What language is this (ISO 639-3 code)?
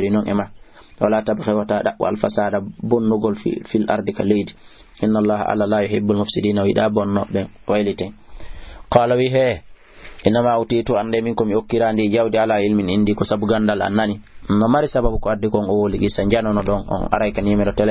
ful